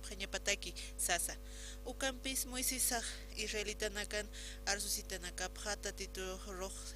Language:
Aymara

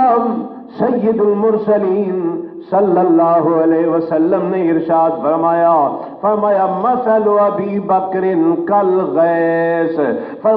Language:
Saraiki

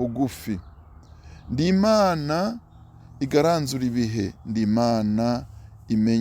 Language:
Rundi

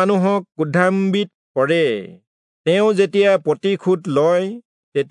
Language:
Assamese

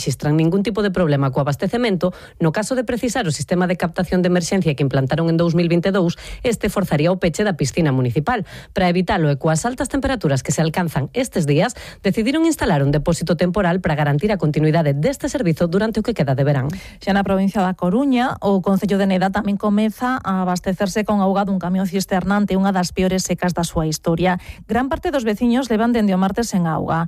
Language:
Galician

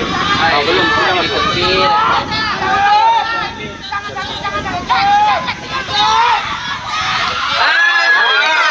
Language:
Malay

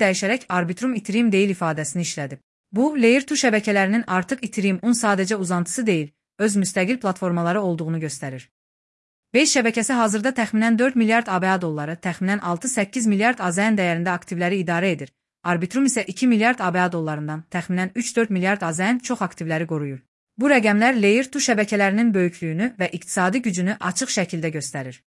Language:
Azerbaijani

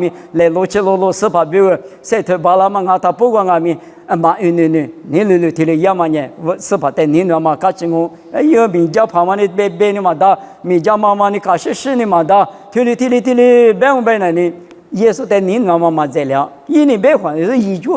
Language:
Lisu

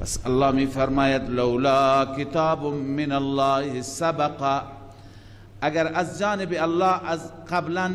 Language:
Persian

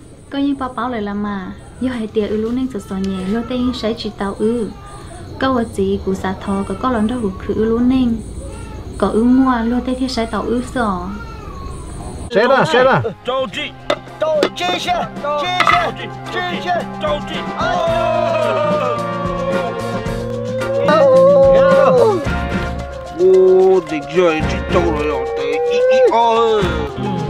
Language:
Vietnamese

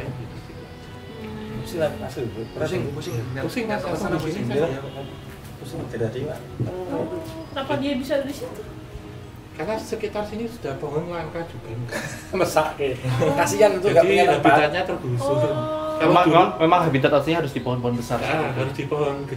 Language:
Indonesian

